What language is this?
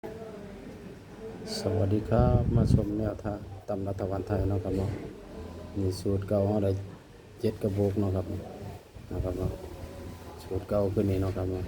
Northeastern Thai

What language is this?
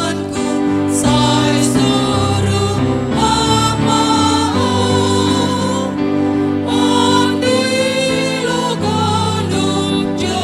Batak Simalungun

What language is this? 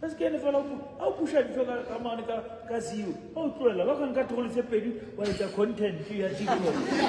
Southern Sotho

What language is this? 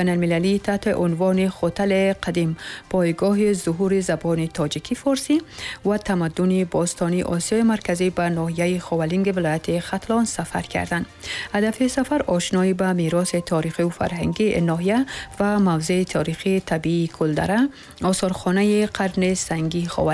Persian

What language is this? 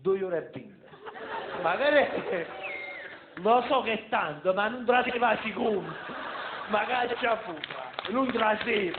Neapolitan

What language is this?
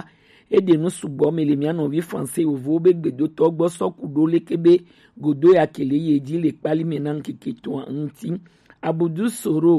Gen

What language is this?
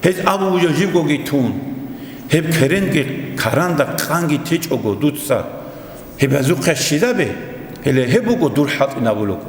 Avaric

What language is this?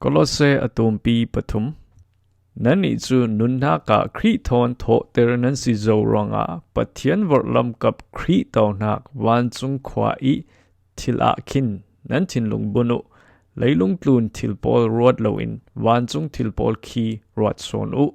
Falam Chin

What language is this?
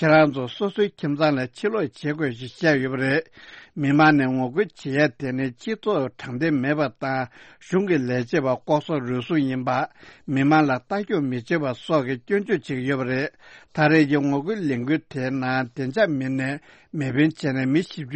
Tibetan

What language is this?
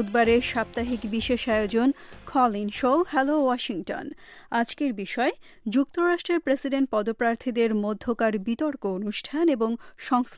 Bangla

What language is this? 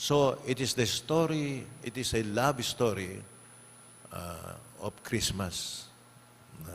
Pampanga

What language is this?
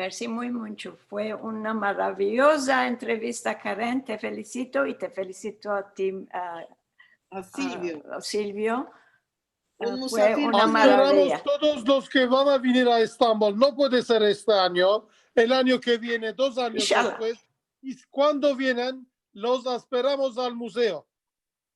Ladino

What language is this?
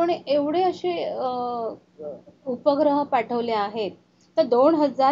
Marathi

